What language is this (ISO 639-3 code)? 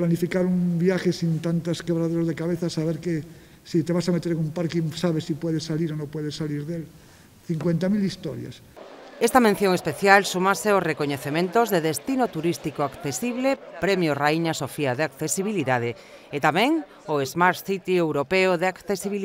glg